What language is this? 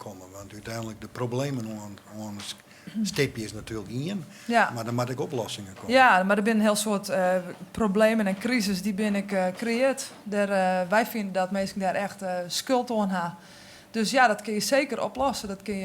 Western Frisian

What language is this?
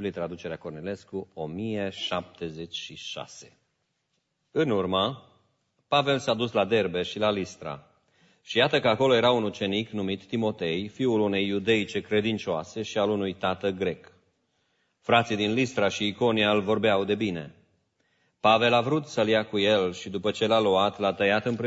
Romanian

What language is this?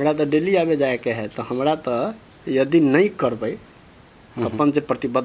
Maithili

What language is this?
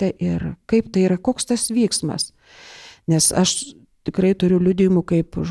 Lithuanian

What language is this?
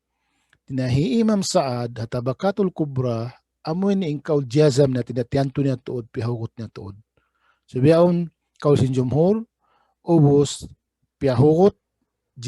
Tausug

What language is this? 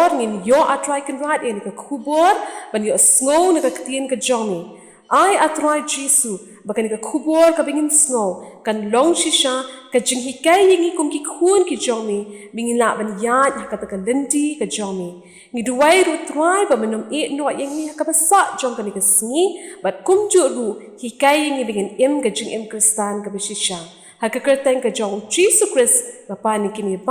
Khasi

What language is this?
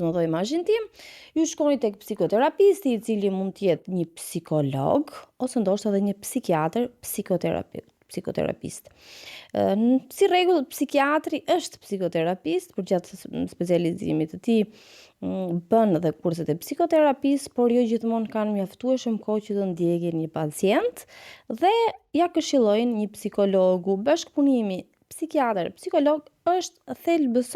Albanian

